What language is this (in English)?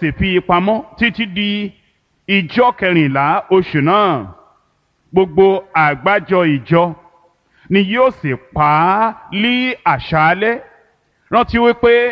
Yoruba